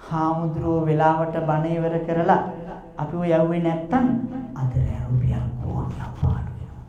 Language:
Sinhala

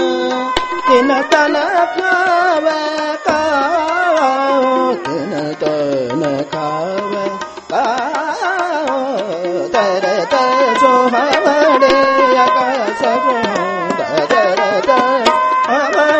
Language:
Kannada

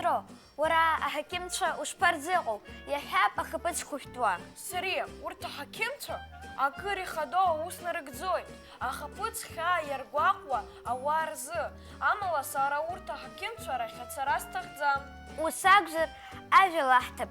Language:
Abkhazian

